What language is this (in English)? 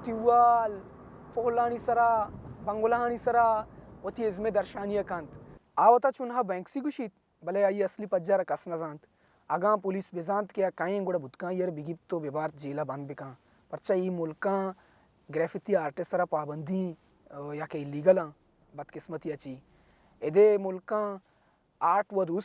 Baluchi